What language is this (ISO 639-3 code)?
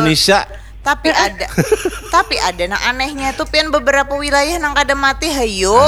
bjn